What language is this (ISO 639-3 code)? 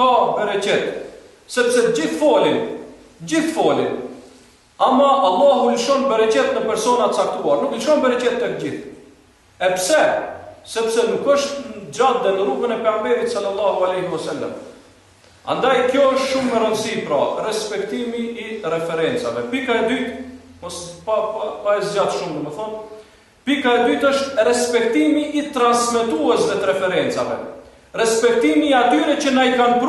sqi